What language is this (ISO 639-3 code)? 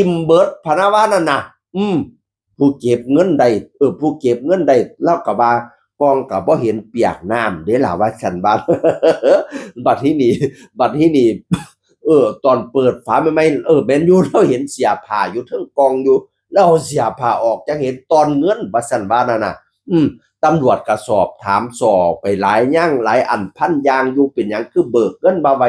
tts